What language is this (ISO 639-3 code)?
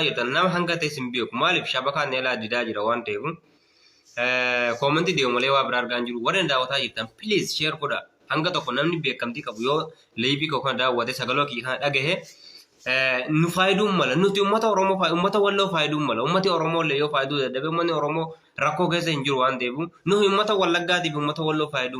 orm